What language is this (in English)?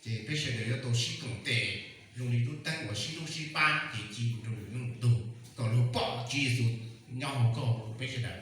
Hmong